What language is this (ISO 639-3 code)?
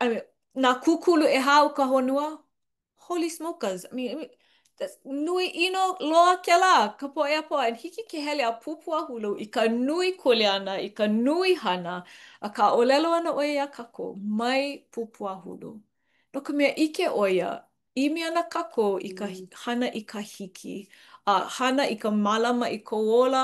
haw